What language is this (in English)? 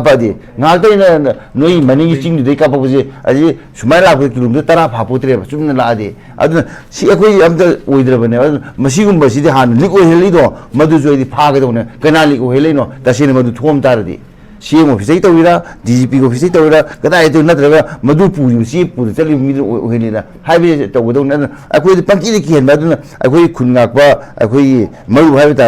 Manipuri